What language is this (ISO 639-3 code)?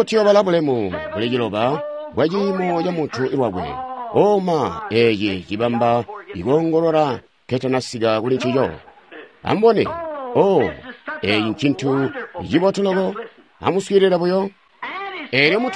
toi